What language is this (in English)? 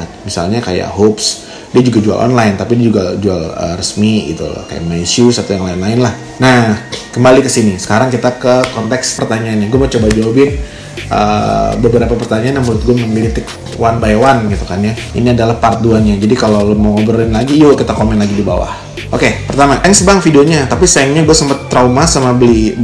Indonesian